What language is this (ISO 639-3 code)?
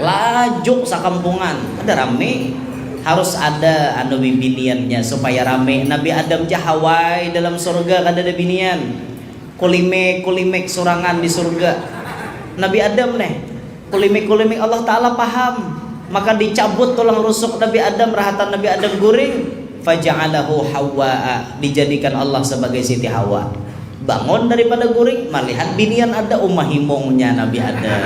bjn